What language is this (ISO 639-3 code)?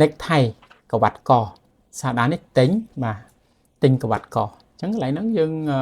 khm